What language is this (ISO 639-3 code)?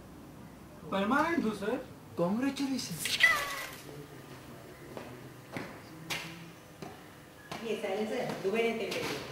hin